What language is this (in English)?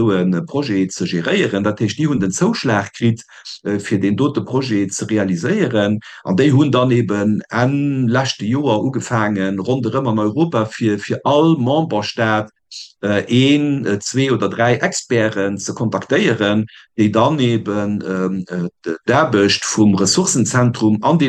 Luxembourgish